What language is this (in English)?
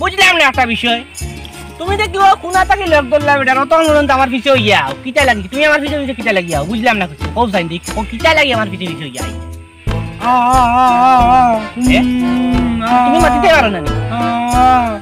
Sylheti